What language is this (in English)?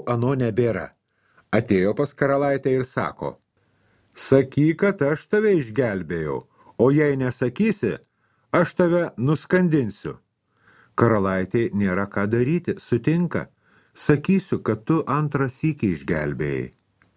Lithuanian